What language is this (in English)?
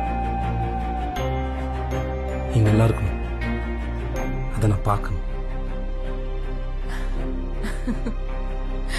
Tamil